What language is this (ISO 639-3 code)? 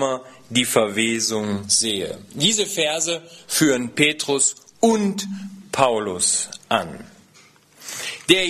deu